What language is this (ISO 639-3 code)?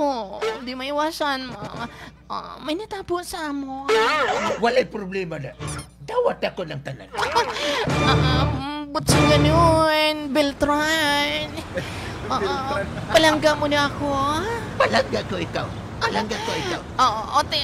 hil